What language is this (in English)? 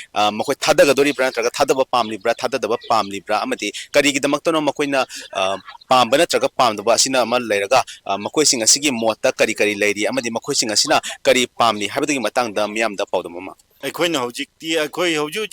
Manipuri